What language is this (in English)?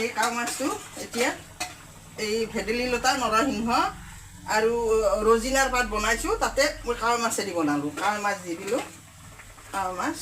Assamese